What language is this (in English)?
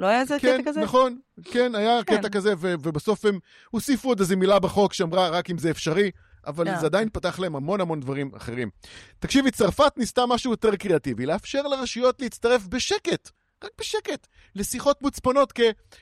Hebrew